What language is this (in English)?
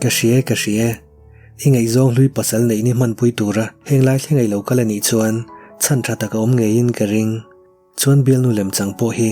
Mizo